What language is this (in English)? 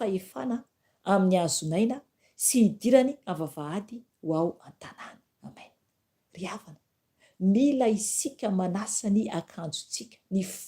Malagasy